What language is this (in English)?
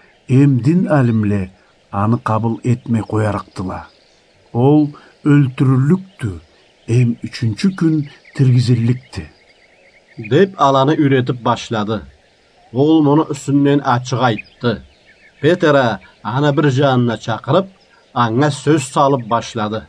Karachay-Balkar